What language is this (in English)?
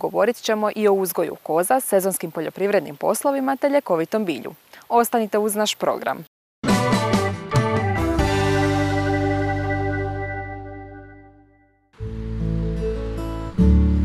Croatian